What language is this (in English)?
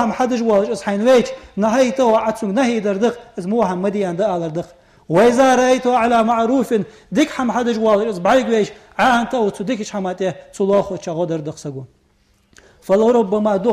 Ingush